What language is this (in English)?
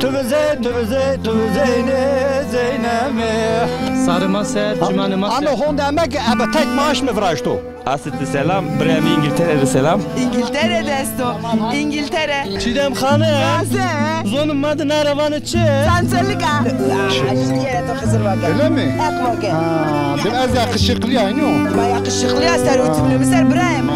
Zaza